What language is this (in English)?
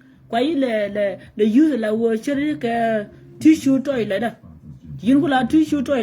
Nuer